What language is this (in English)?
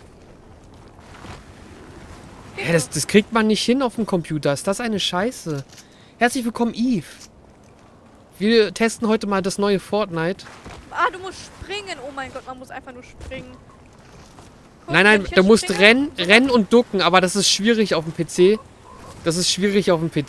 German